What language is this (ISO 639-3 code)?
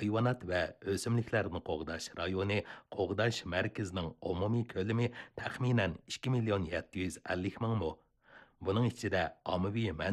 uig